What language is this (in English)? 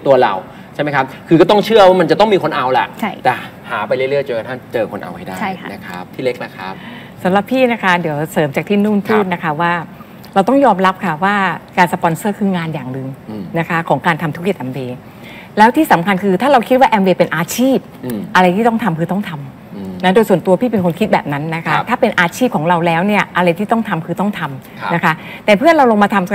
Thai